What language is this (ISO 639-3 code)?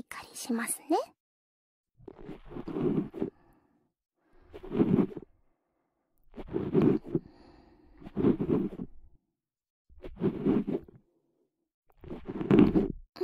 jpn